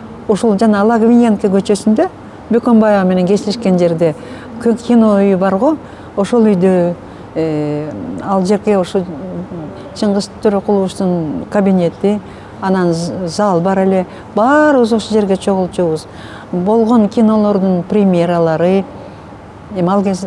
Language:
Kyrgyz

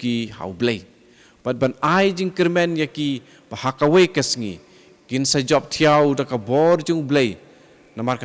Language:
Khasi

